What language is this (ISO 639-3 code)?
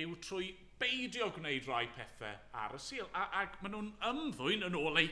cym